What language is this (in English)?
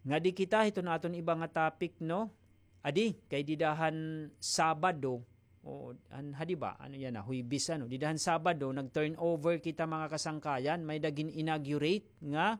Waray